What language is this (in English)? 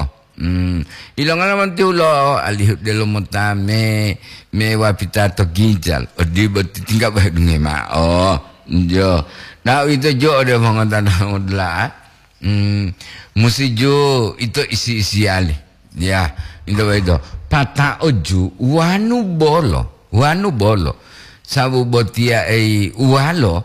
Gorontalo